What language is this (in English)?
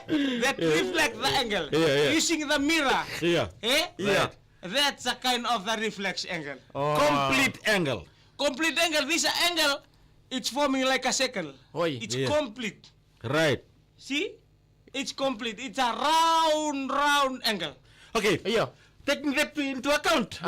Fijian